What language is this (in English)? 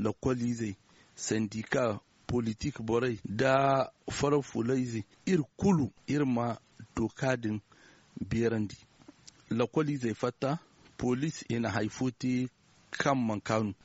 Zarma